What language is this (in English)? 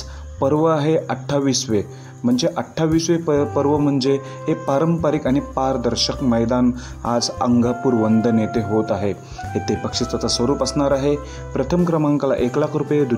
Marathi